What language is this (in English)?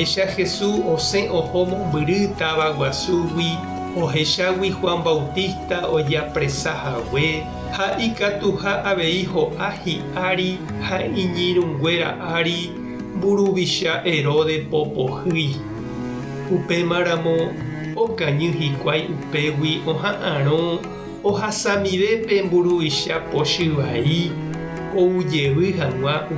Guarani